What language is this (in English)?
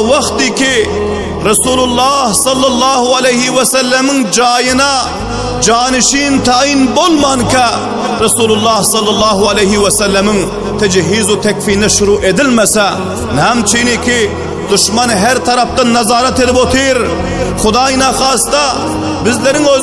Turkmen